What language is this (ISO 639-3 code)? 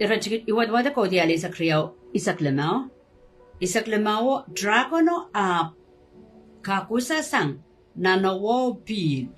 pon